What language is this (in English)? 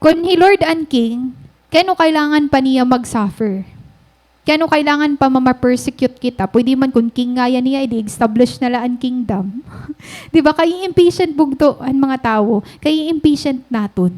Waray